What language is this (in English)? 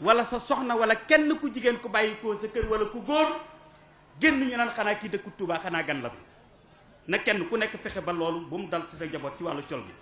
Wolof